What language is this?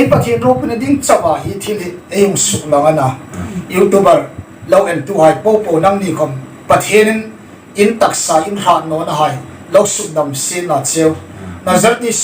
Hmar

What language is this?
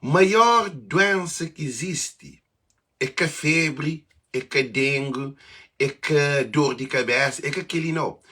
Kabuverdianu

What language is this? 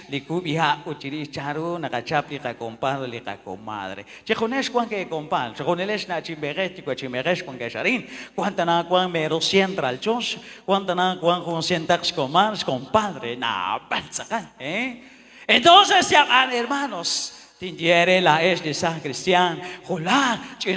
Kekchí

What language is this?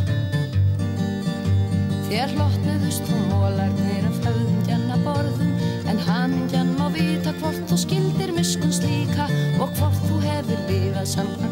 Icelandic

